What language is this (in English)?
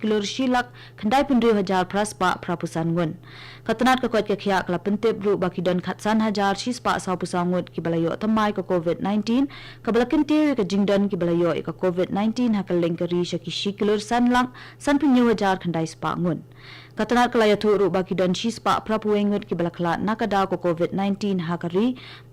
Khasi